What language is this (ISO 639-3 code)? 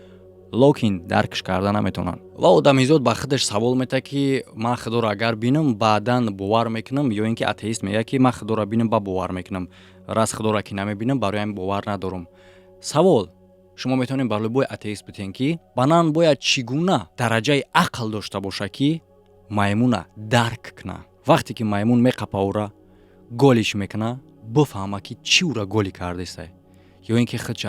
tgk